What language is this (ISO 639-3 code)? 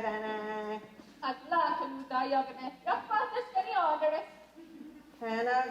moh